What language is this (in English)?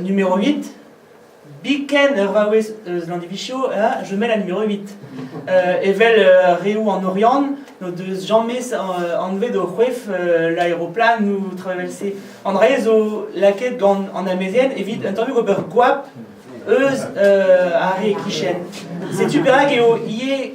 Breton